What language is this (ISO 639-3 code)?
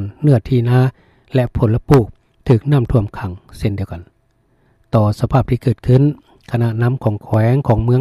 lao